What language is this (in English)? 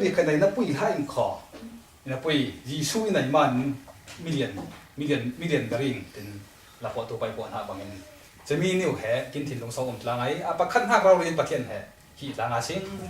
Falam Chin